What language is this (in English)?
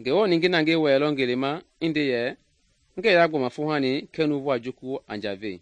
Mende